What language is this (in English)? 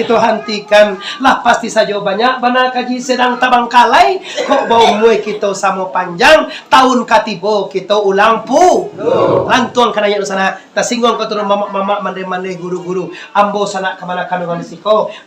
Minangkabau